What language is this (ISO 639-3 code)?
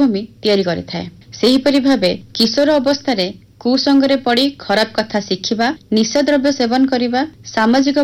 ori